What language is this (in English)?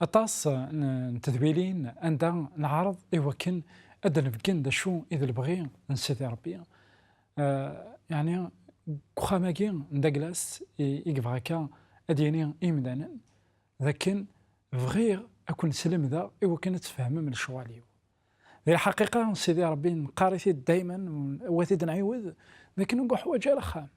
Kabyle